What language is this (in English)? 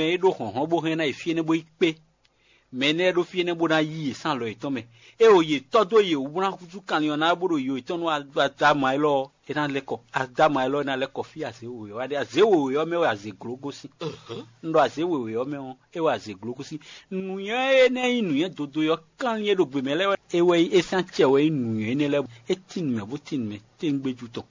Fon